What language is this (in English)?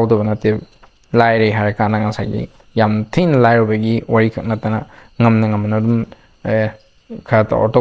Manipuri